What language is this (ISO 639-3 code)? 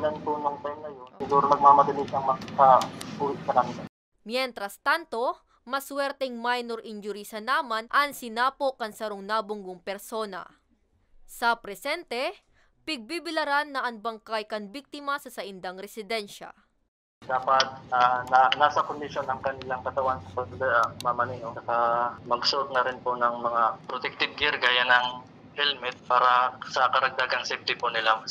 bik